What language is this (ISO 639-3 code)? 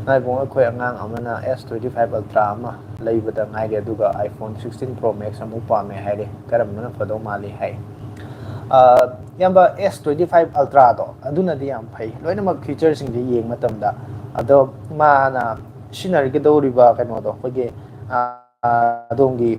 mni